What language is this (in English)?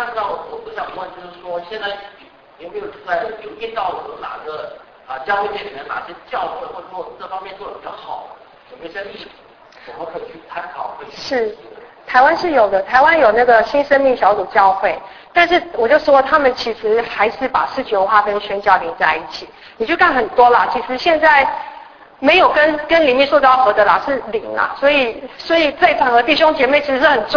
Chinese